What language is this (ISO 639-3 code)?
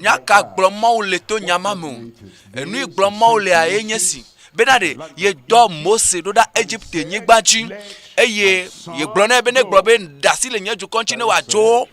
ewe